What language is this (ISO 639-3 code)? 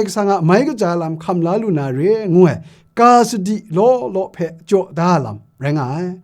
kac